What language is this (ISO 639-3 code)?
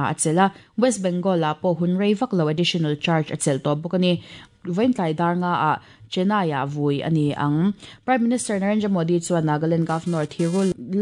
lus